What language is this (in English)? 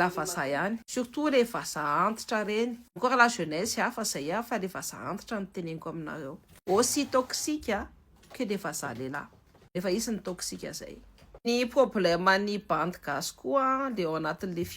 Malagasy